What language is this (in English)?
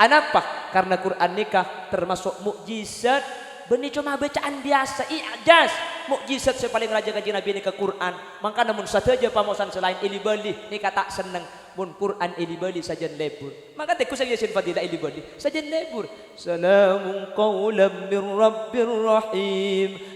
Madurese